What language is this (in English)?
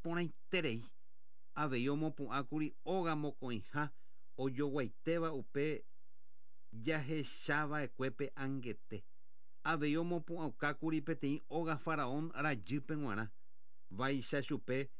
Guarani